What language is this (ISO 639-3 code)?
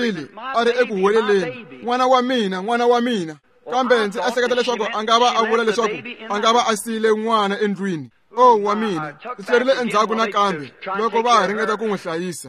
tso